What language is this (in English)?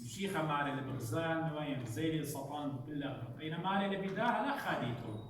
Assyrian Neo-Aramaic